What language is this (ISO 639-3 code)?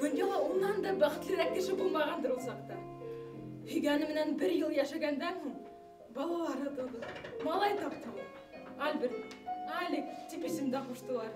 bak